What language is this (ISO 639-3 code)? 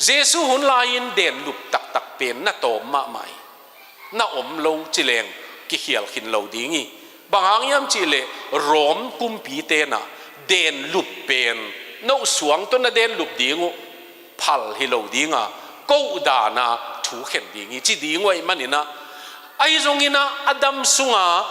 ctd